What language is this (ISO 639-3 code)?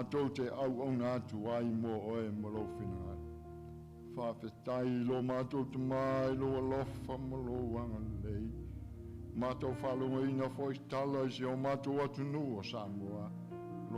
smo